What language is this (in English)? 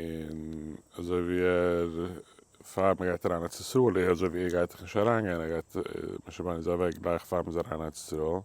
Yiddish